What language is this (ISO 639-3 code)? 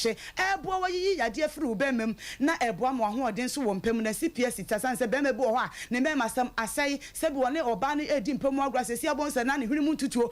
aka